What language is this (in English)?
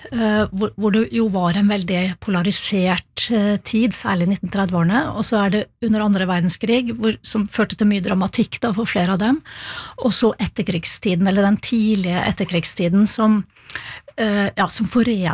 Norwegian